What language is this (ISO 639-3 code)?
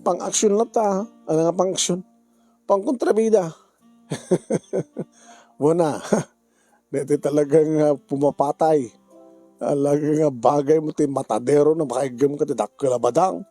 ilo